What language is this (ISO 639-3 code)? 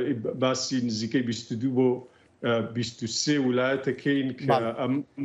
ckb